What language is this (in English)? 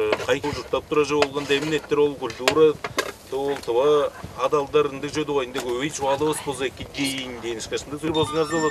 Tuvinian